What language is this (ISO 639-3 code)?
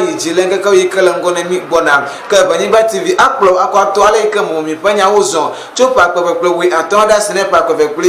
ewe